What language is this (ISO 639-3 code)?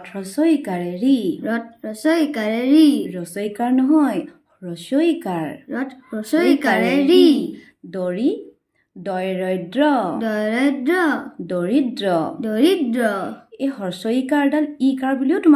asm